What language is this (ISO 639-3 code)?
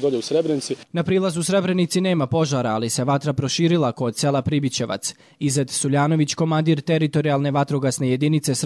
hrv